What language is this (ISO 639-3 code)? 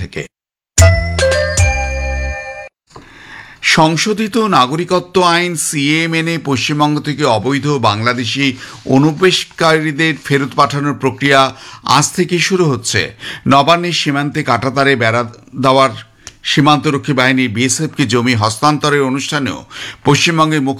ben